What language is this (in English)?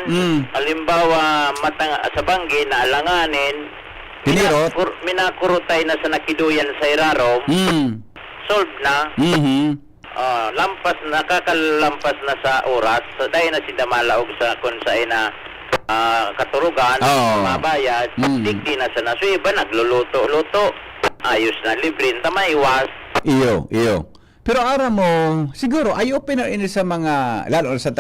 Bikol